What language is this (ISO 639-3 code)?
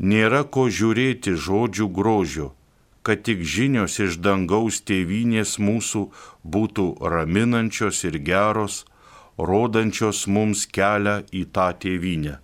lit